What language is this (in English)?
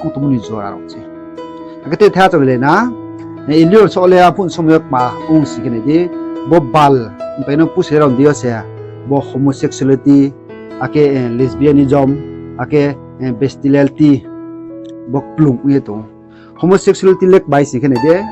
Riang (India)